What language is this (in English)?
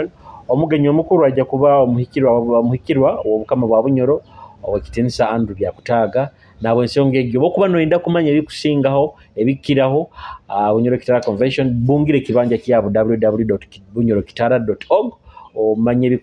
Nyoro